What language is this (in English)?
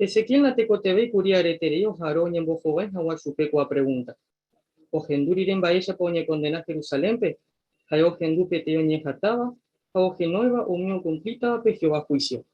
Guarani